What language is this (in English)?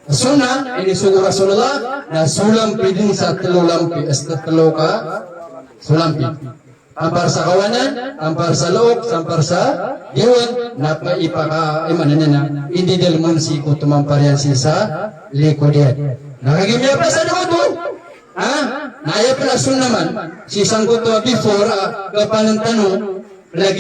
Maranao